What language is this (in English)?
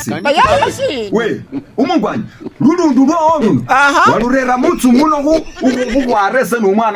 Masaaba